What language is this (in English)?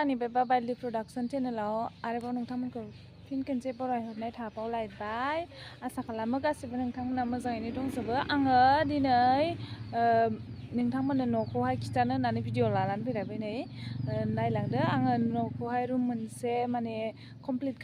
Bodo